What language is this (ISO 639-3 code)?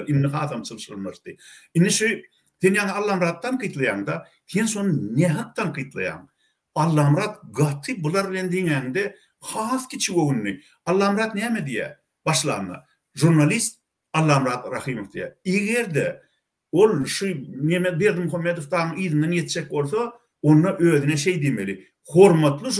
tuk